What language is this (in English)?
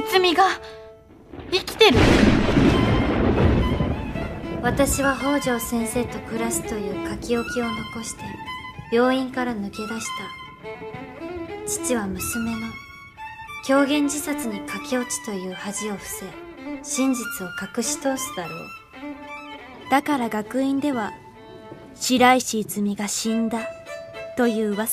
Japanese